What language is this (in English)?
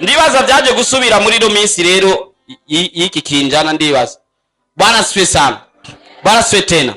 Rundi